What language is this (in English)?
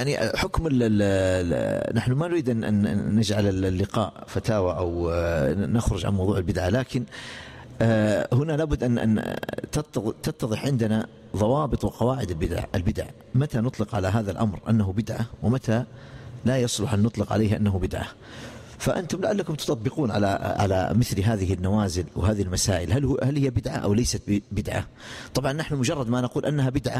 Arabic